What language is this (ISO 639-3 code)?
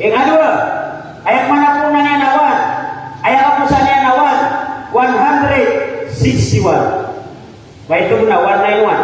mrw